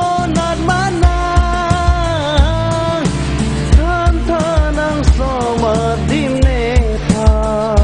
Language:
Karbi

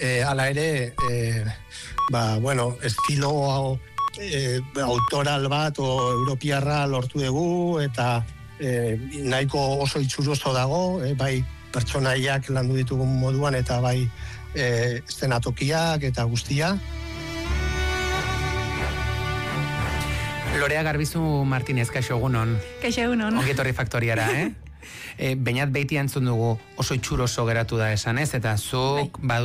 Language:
Basque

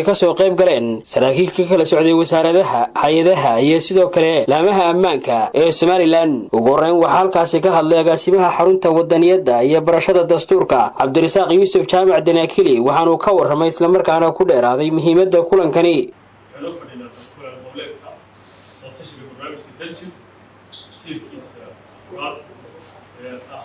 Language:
Somali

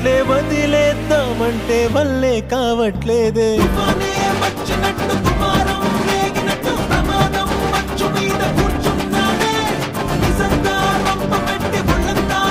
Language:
Telugu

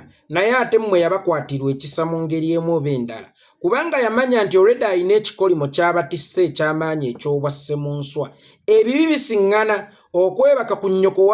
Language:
Ganda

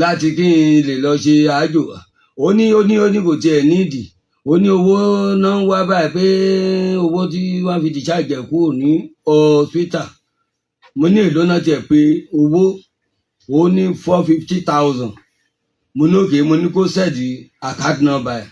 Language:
Yoruba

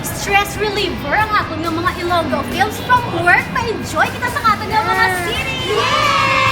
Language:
Hiligaynon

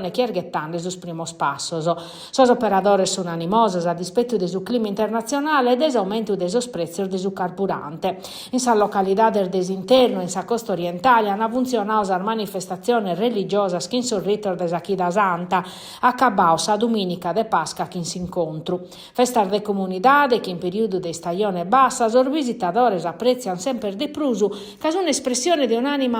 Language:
Sardinian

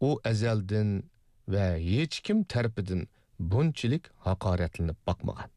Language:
Uyghur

